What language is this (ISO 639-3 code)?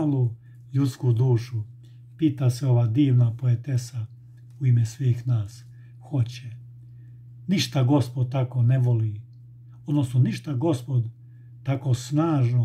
srp